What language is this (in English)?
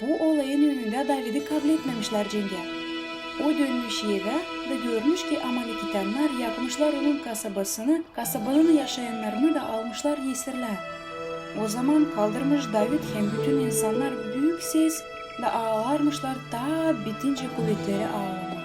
Gagauz